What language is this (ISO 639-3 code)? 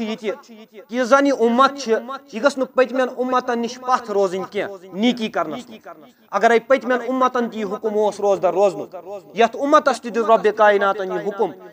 kas